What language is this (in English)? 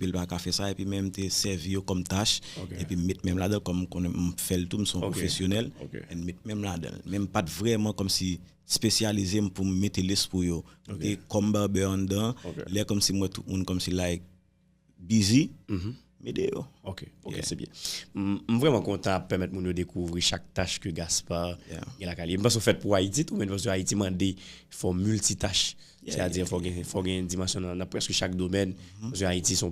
Haitian Creole